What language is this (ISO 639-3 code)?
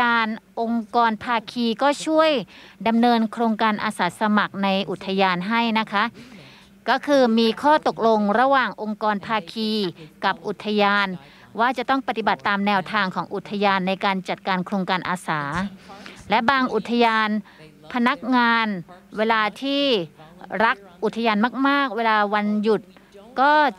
tha